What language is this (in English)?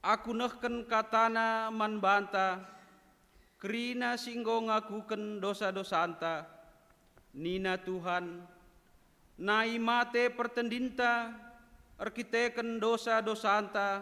Batak Karo